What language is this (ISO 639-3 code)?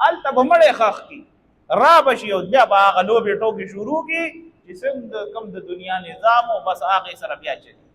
pus